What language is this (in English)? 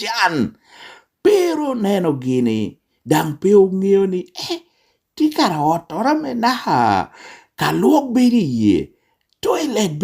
Lango (Uganda)